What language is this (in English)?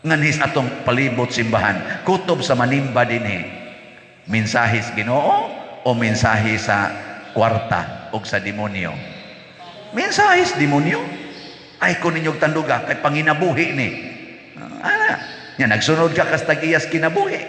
Cebuano